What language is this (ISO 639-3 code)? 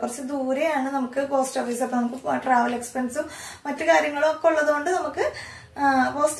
mal